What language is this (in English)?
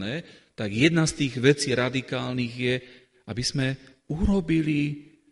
Slovak